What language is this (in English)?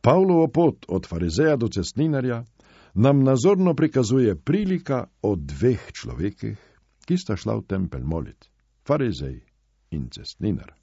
Slovenian